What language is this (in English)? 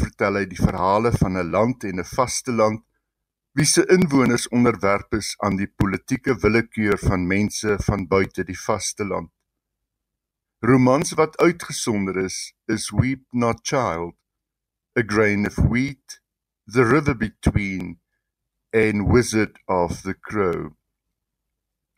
Afrikaans